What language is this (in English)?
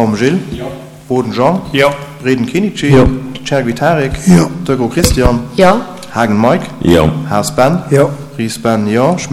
Luxembourgish